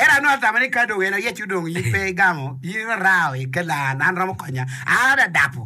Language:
Acoli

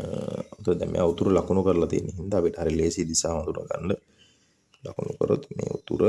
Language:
Sinhala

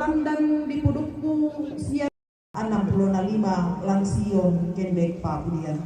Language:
Toraja-Sa'dan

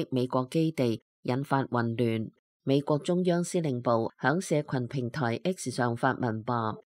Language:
Cantonese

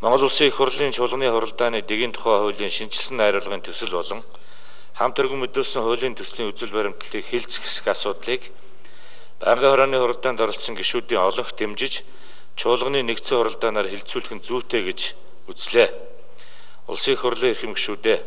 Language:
Mongolian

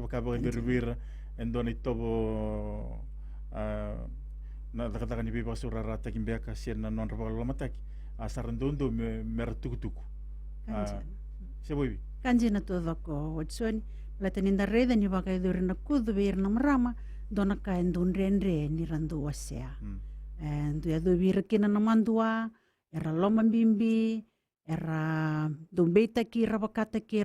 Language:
Fijian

